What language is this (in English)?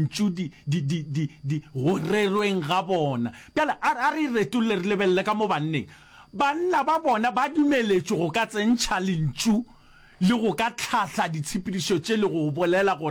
Northern Sotho